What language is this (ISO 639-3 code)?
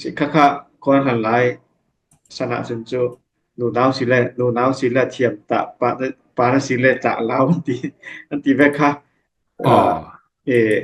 cfm